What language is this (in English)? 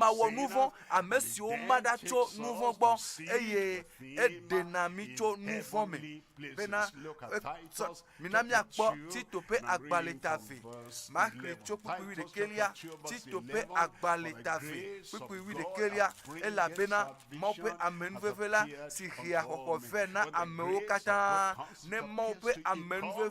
Ewe